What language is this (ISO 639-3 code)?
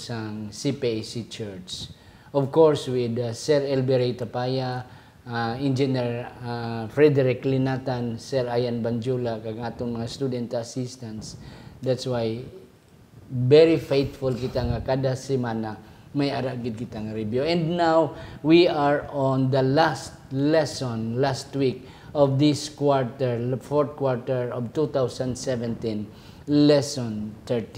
hil